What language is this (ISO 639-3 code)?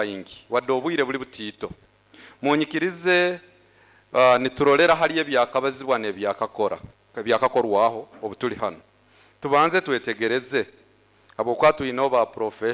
nyo